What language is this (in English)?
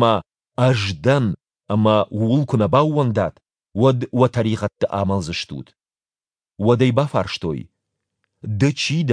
Ossetic